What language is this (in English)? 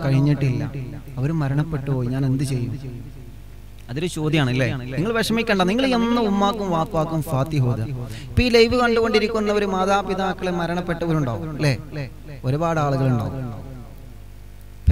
Malayalam